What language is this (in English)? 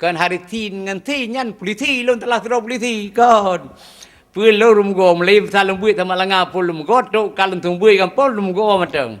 Achinese